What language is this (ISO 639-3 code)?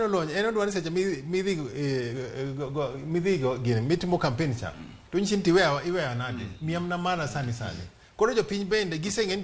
luo